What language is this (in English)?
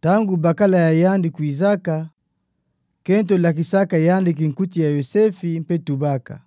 Kituba (Democratic Republic of Congo)